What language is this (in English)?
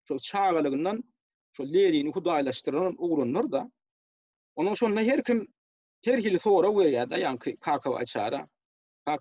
Turkmen